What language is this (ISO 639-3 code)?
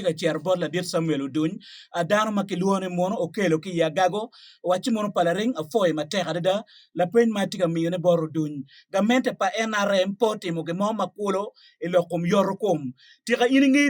ach